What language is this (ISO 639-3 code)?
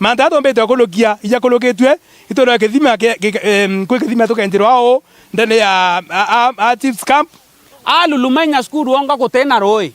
mer